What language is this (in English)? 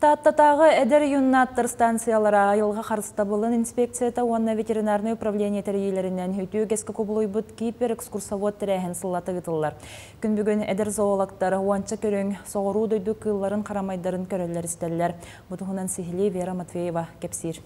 Yakut